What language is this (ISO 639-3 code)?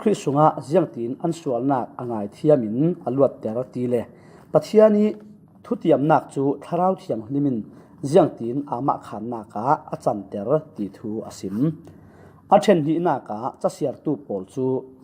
cfm